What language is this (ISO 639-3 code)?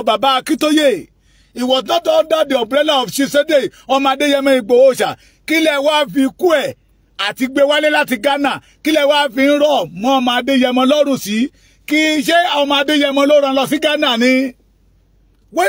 yor